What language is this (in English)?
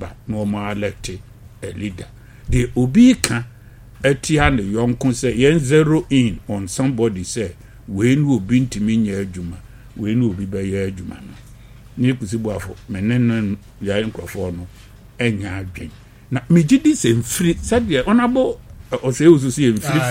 Akan